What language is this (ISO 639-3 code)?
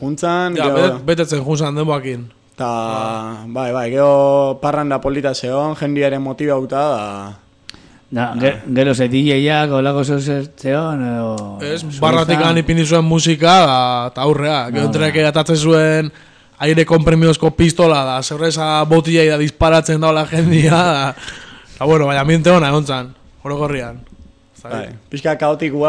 eus